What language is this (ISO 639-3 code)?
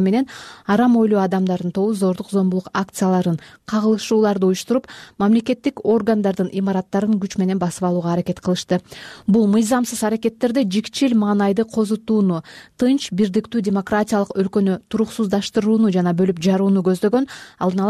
kir